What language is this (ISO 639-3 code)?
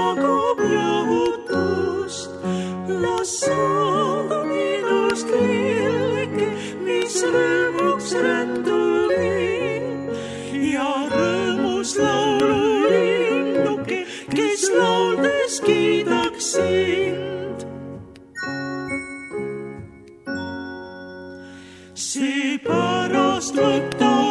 est